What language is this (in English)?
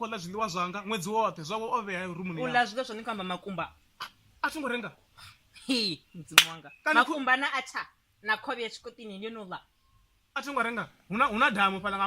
Venda